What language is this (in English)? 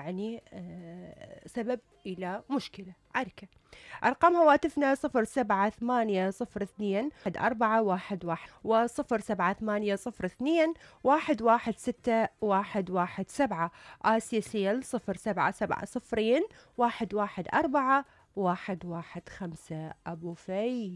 Mesopotamian Arabic